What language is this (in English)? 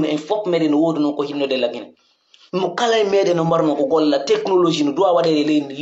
Pular